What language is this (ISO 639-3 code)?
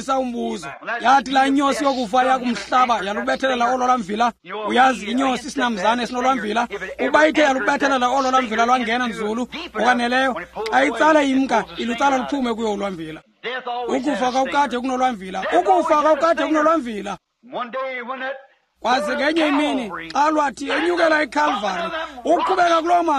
xho